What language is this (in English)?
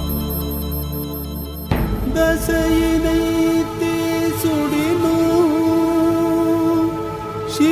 Tamil